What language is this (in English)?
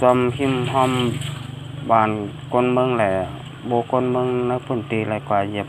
Shan